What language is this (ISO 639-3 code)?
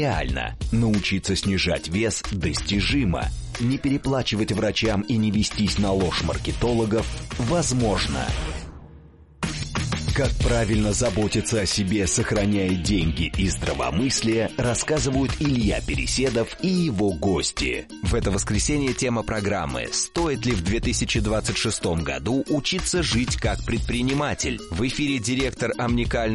rus